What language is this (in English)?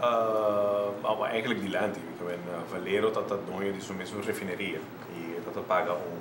Papiamento